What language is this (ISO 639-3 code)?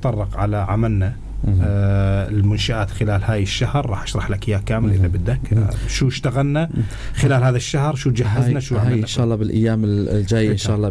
apc